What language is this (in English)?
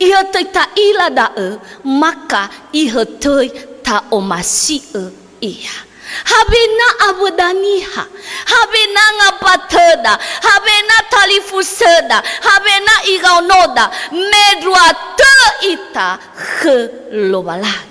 Nias